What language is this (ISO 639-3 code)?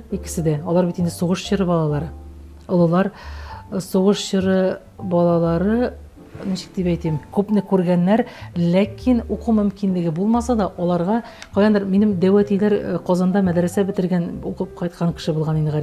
tat